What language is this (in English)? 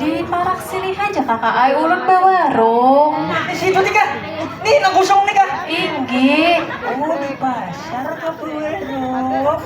Banjar